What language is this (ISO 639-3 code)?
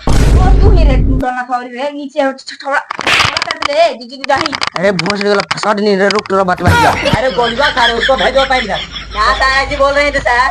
mag